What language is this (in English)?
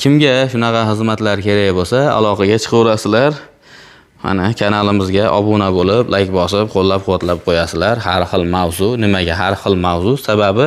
Uzbek